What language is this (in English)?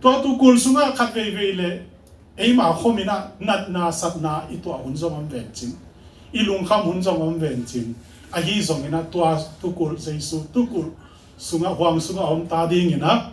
Tedim Chin